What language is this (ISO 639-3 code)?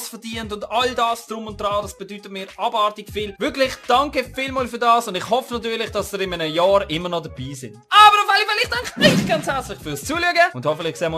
gsw